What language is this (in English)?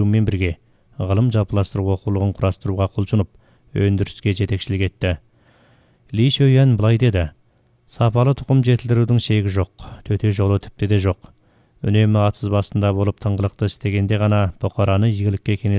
Kazakh